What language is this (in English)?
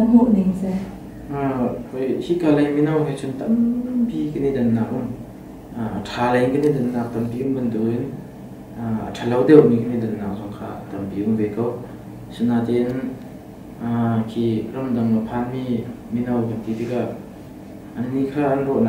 Hakha Chin